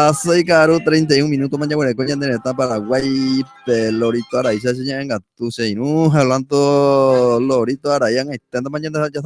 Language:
Guarani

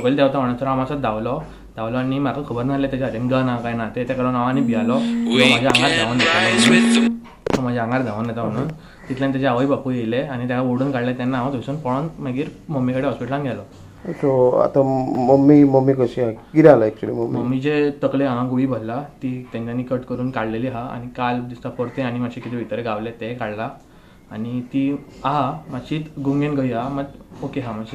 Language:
Konkani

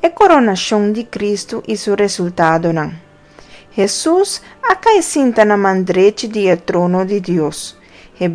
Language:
Papiamento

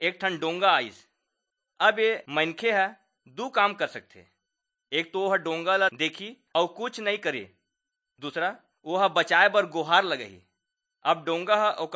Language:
Chhattisgarhi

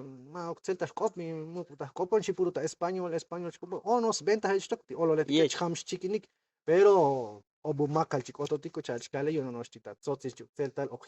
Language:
Tzotzil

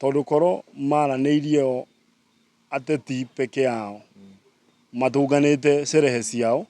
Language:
Kikuyu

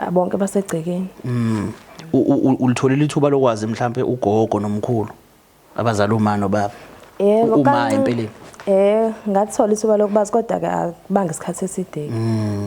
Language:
Zulu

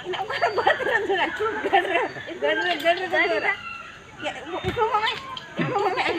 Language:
Santali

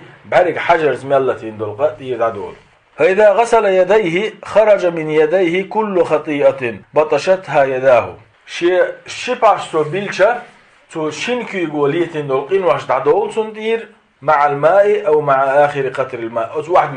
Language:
Chechen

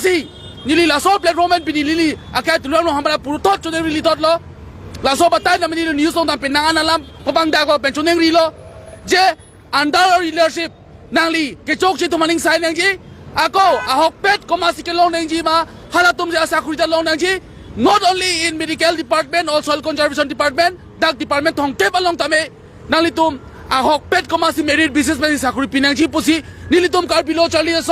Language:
Karbi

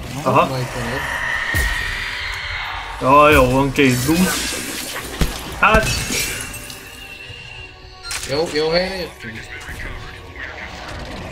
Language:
Hungarian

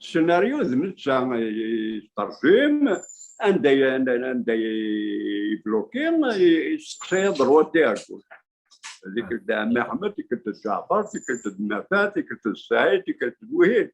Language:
Kabyle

